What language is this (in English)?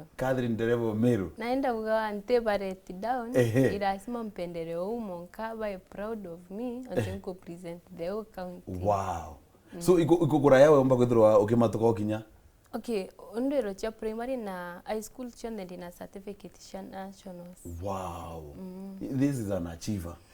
Meru